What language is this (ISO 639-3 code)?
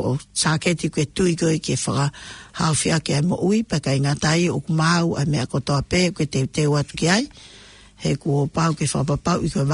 ton